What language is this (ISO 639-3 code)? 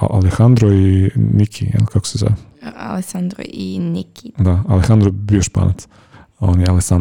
hrv